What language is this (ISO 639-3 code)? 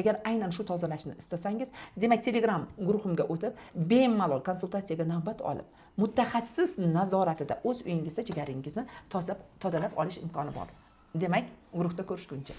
uzb